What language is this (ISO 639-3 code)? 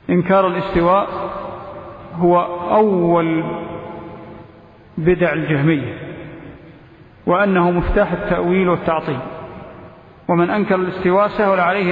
ara